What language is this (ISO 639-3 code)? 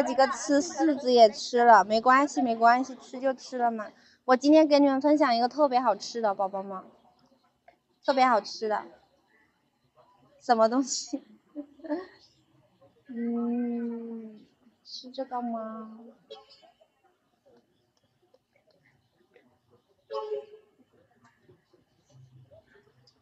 zho